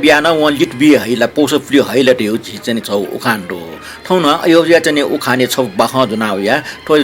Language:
Newari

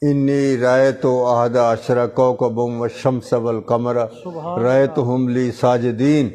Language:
Saraiki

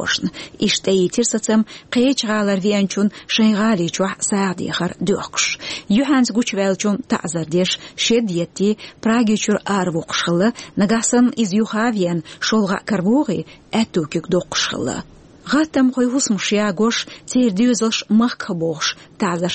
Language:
Chechen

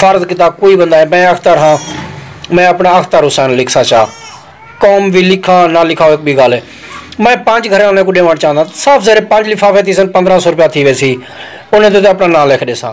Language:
Saraiki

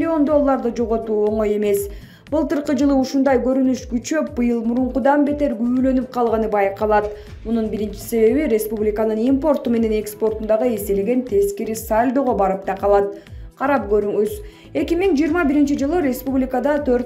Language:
Kyrgyz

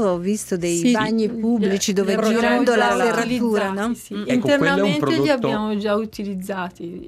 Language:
Italian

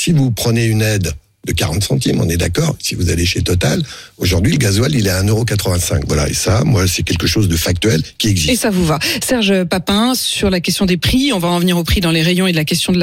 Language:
French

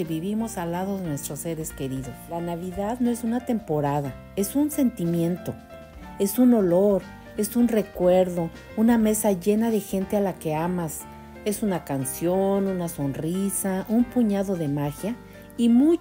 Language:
Spanish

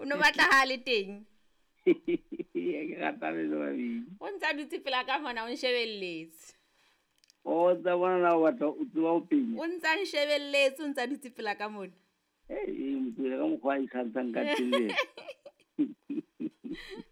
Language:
Southern Sotho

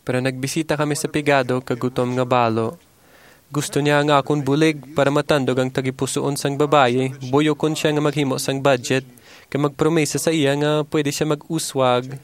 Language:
Hiligaynon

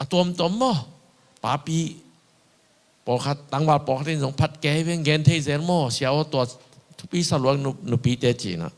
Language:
Tedim Chin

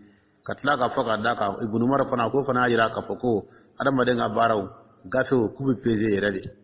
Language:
Dyula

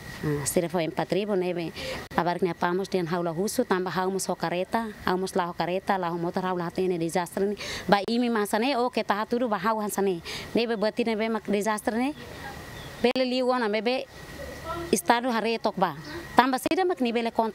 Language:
Tetum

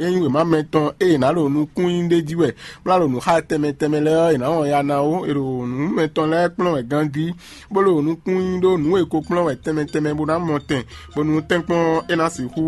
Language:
Fon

